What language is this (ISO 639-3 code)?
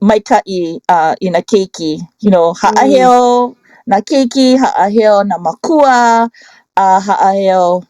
haw